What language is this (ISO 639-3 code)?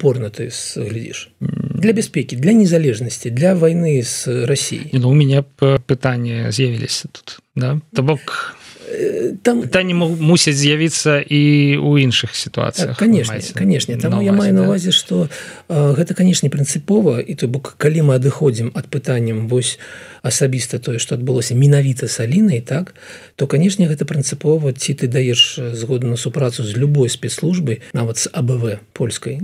bel